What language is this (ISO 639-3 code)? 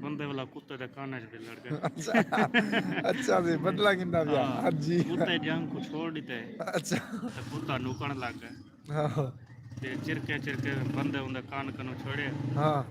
skr